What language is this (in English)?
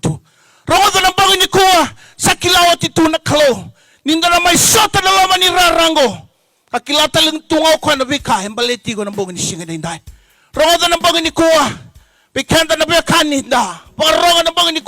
Fijian